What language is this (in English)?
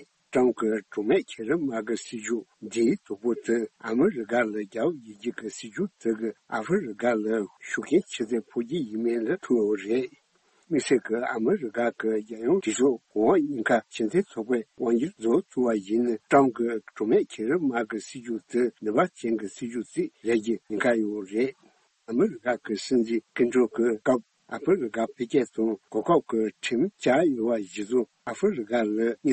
Tibetan